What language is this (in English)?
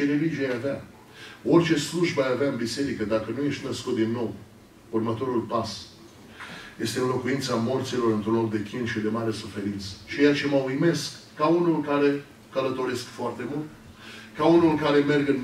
Romanian